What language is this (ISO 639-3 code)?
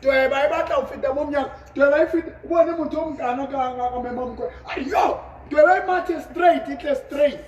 sot